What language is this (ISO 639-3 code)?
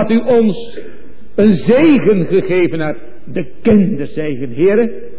nld